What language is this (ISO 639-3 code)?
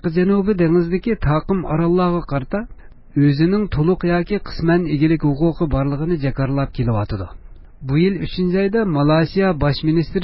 uig